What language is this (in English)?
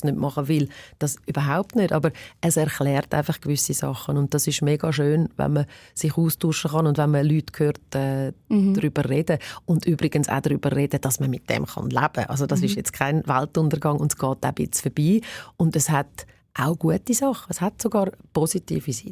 Swiss German